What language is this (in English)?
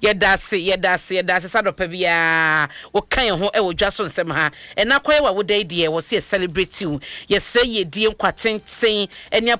Akan